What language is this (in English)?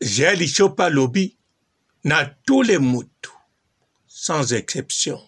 Lingala